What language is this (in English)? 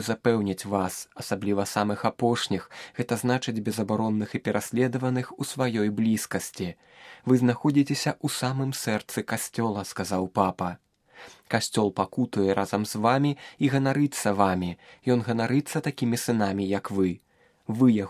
Belarusian